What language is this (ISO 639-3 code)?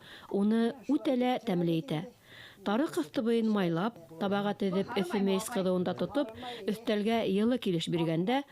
bak